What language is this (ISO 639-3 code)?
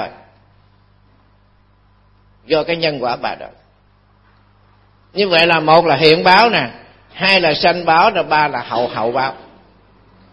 vie